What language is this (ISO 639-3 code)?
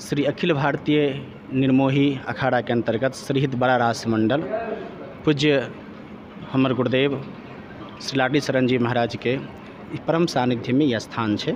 mai